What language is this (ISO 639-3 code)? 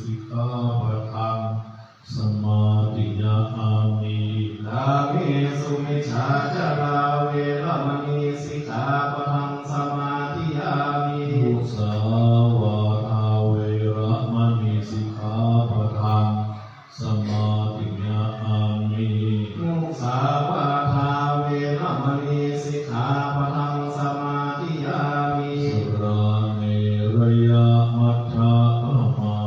pli